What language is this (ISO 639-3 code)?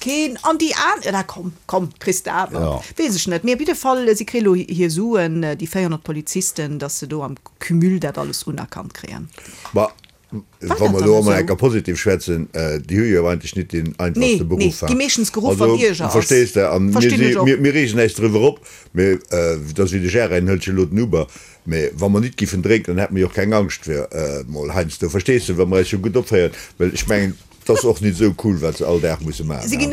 ltz